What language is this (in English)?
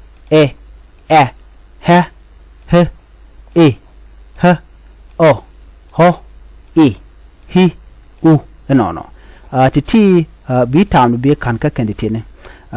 Nuer